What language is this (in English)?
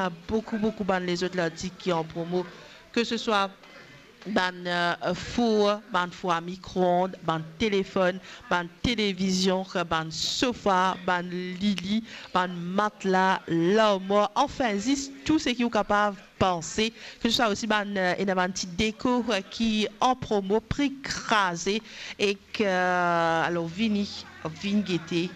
Morisyen